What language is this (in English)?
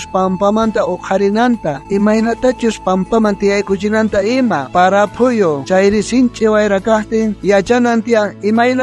South Bolivian Quechua